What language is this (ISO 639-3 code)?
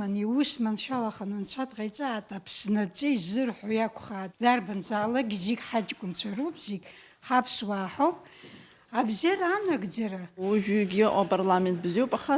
abk